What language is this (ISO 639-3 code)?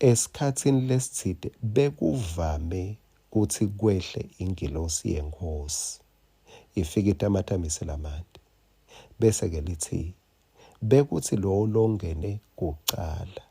ssw